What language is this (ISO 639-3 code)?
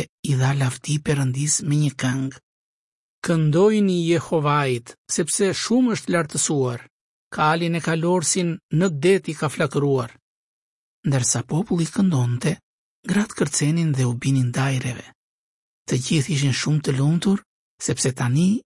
sqi